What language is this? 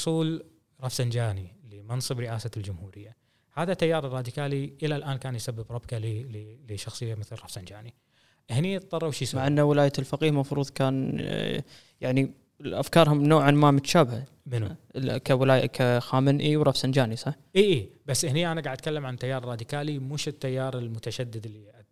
Gulf Arabic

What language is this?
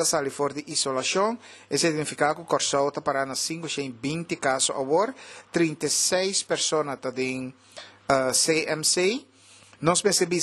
Papiamento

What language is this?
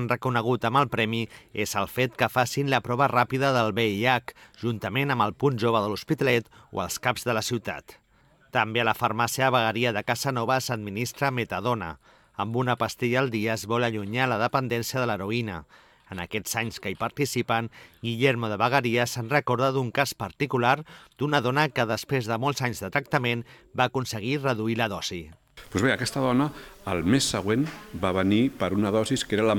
Catalan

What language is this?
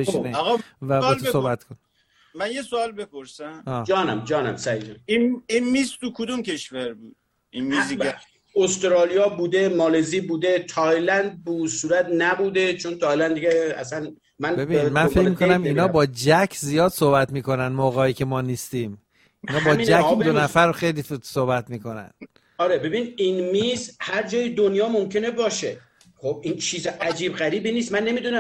Persian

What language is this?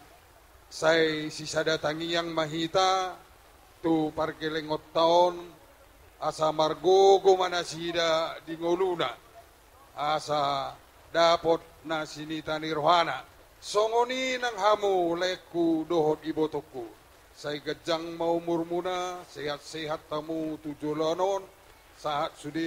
Batak Toba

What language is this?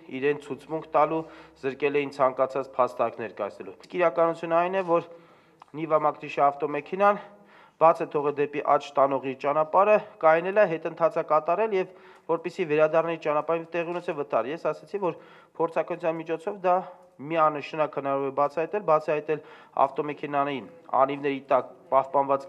Armenian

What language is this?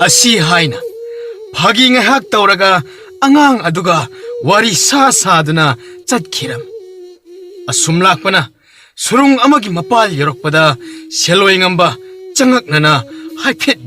Manipuri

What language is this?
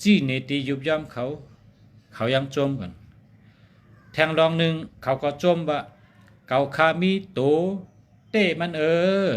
Shan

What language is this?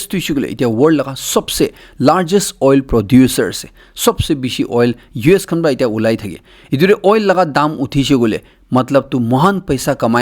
Naga Pidgin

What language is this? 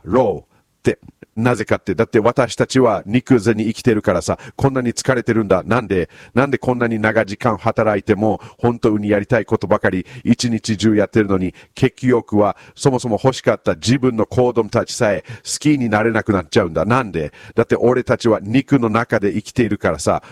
Japanese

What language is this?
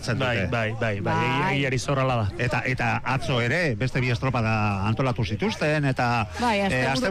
Basque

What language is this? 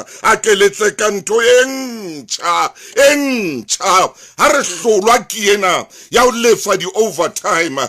Southern Sotho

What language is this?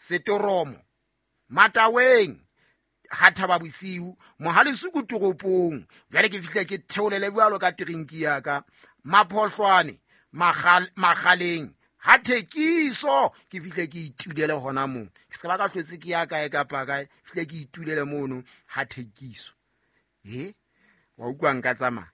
Southern Sotho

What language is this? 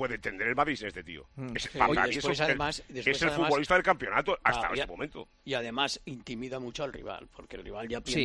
Spanish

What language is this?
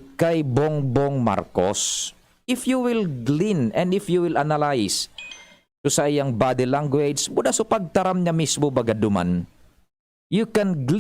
Bikol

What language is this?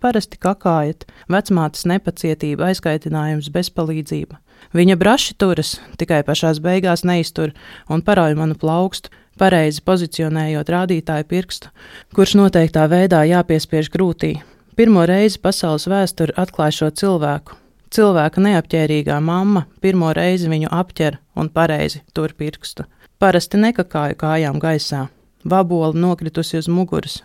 Latvian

